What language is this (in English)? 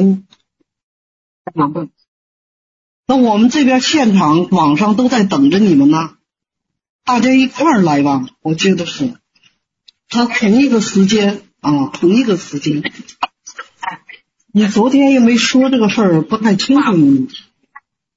Chinese